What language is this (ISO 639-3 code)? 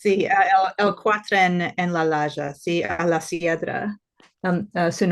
lad